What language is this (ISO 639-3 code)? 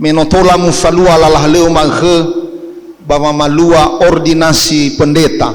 nia